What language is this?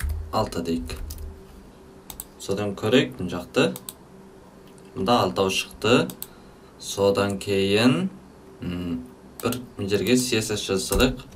Kazakh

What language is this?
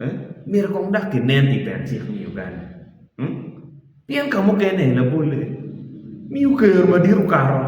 Acoli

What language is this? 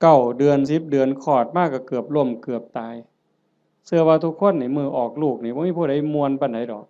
Northeastern Thai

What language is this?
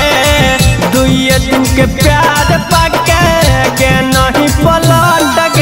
Magahi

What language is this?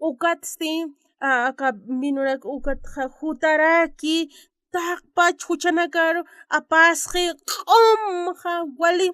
Aymara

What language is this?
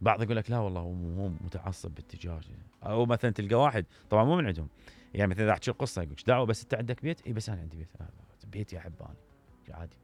Mesopotamian Arabic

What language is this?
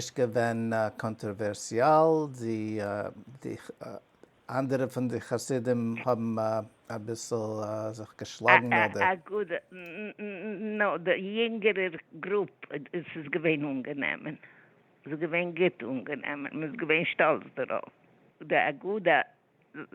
Yiddish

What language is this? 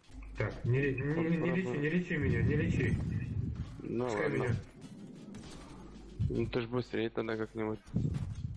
Russian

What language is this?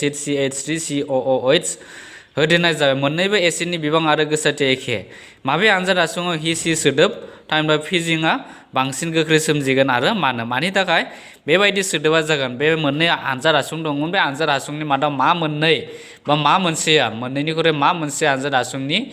Bodo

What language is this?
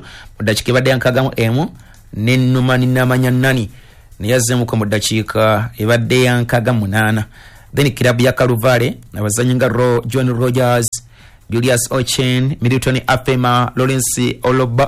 Ganda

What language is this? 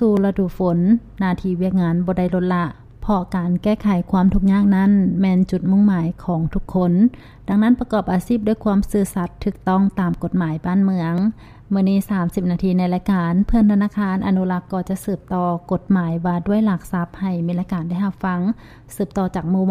Lao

